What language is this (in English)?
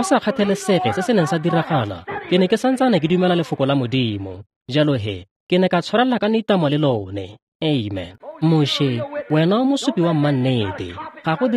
Tswana